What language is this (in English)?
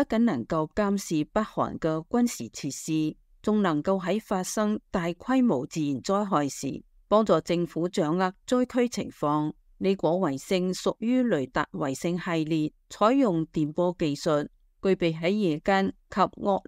Cantonese